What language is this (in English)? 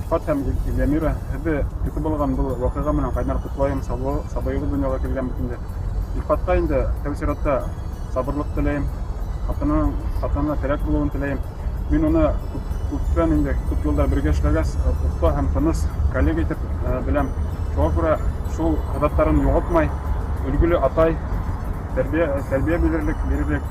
Bashkir